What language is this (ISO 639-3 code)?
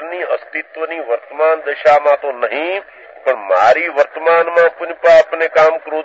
guj